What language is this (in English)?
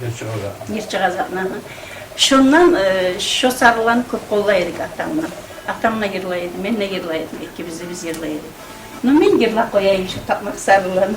Kumyk